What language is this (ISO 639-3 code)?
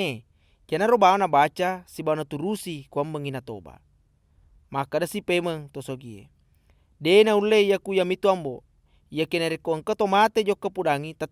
bug